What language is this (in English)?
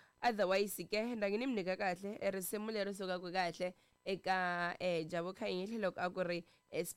Tsonga